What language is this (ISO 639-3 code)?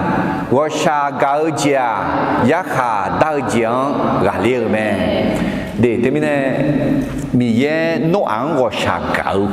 ahk